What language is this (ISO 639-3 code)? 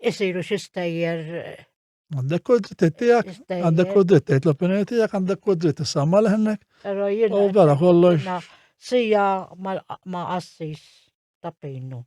mlt